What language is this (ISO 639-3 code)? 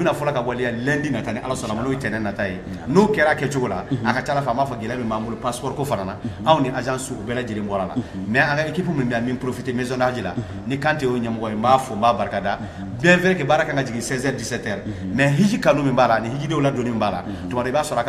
bam